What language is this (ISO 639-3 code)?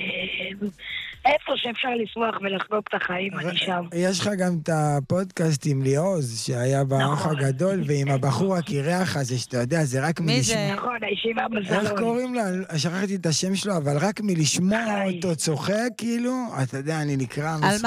heb